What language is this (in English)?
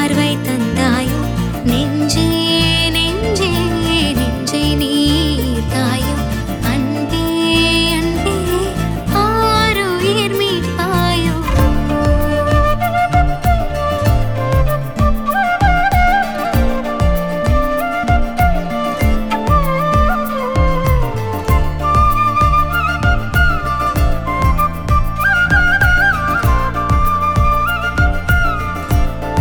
Tamil